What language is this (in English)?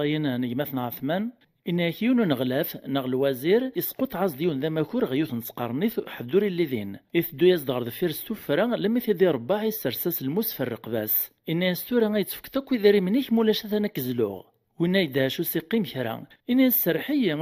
Kabyle